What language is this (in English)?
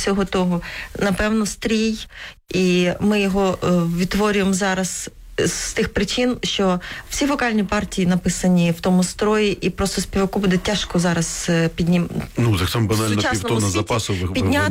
Ukrainian